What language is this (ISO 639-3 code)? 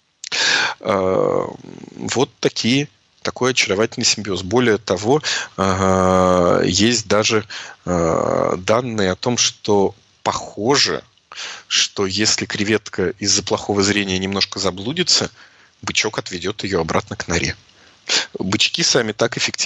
rus